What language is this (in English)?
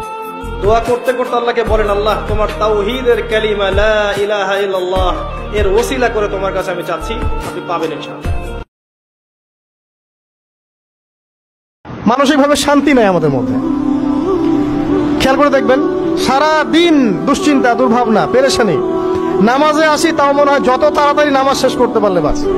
Bangla